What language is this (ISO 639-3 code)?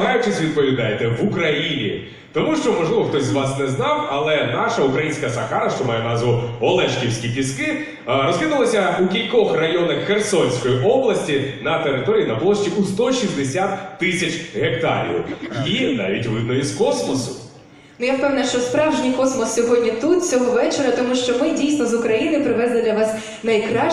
ukr